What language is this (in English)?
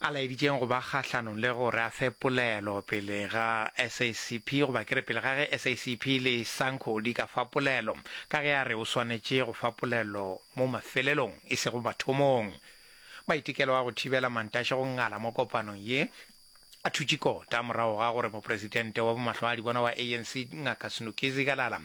Northern Sotho